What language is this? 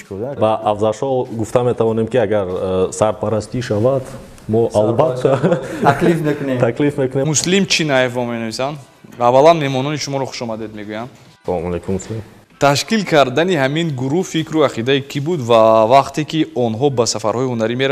Tajik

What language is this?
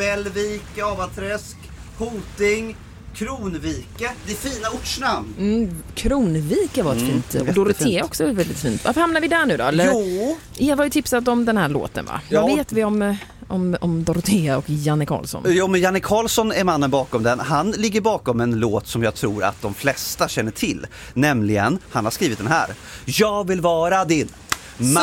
Swedish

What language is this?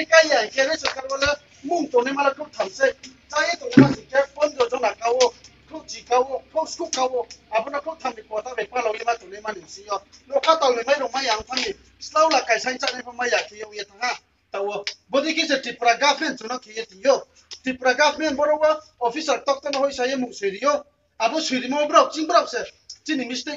Riang (India)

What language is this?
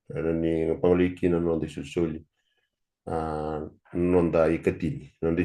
Fijian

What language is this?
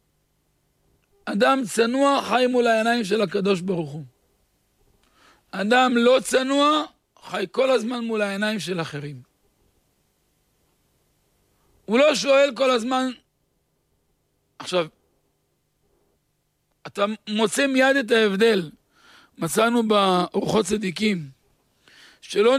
Hebrew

